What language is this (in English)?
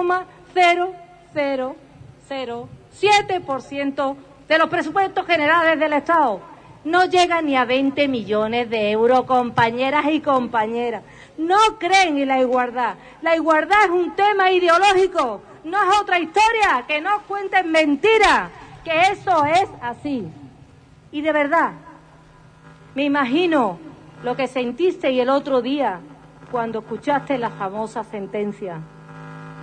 Spanish